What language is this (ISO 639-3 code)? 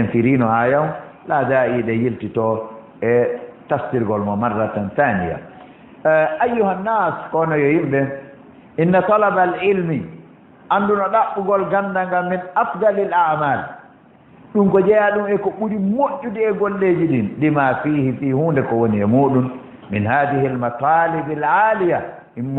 ful